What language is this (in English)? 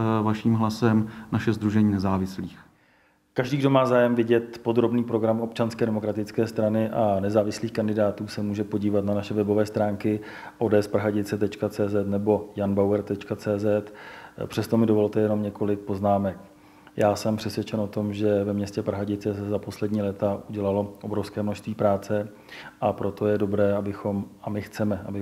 Czech